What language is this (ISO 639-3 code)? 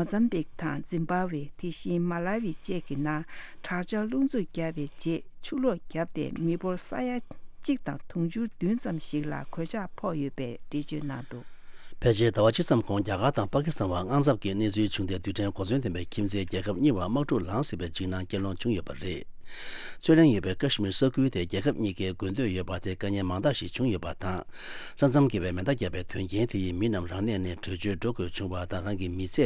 bod